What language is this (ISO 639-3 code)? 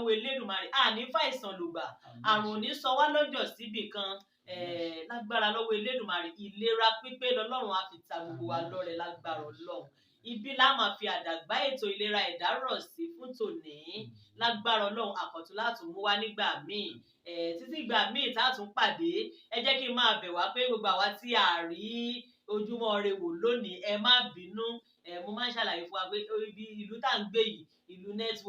yor